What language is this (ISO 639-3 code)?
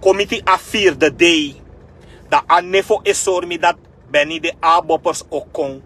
srn